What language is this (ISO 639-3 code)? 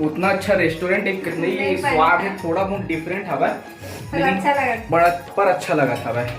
hne